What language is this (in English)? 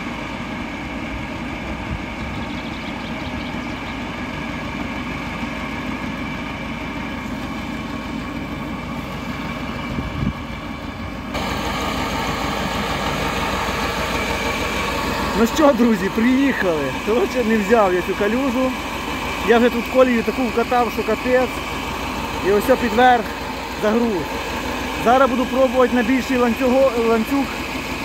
Ukrainian